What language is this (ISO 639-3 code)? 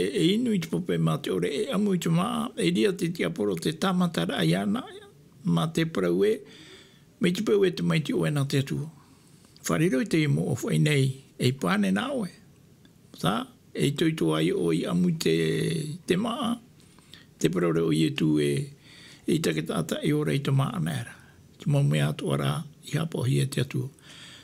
tah